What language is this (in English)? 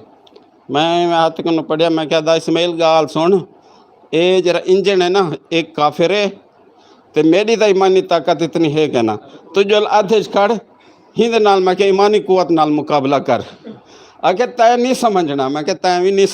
Western Panjabi